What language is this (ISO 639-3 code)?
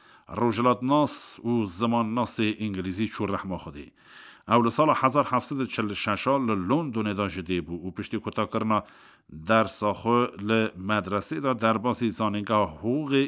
kur